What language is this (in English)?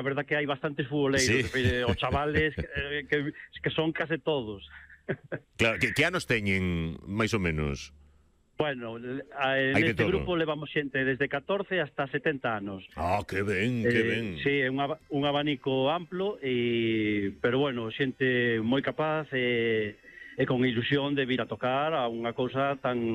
Galician